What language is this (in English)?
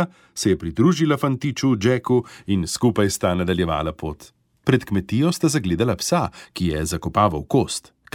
Slovenian